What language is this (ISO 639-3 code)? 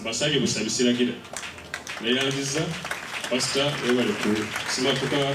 lug